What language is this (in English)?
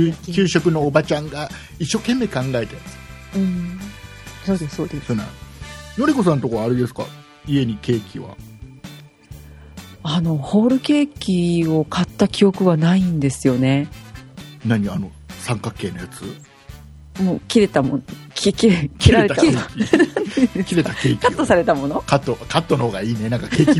Japanese